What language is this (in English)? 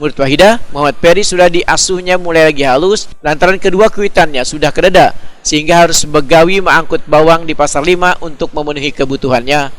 Banjar